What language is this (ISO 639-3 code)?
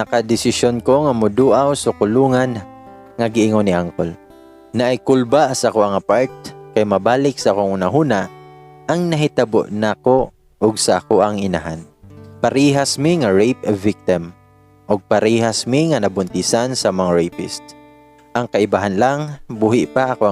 ceb